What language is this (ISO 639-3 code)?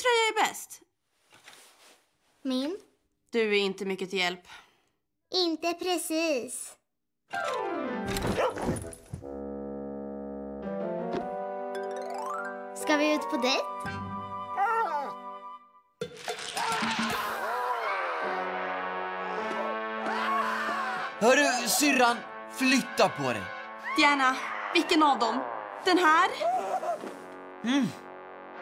swe